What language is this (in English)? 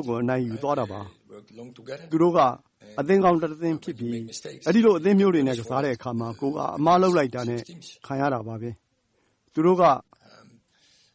Burmese